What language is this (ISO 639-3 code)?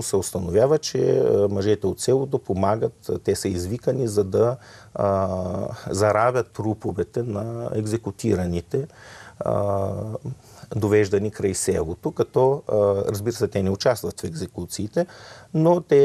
bul